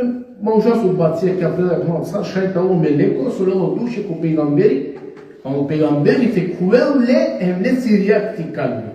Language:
Balkan Romani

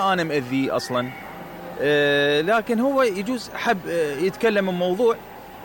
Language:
Mesopotamian Arabic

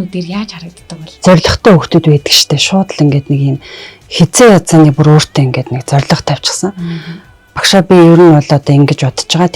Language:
Mongolian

